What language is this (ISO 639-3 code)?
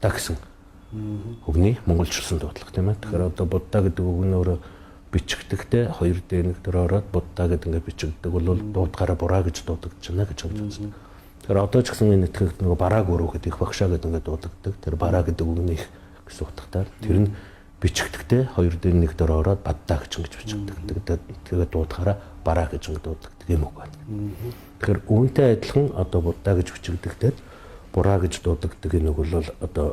mon